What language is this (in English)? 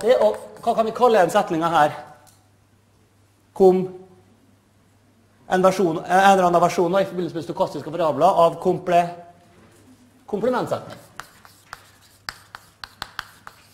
Norwegian